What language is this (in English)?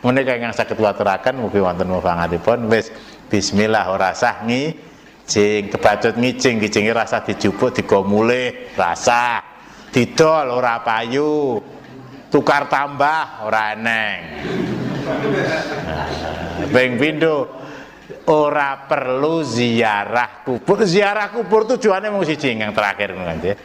Javanese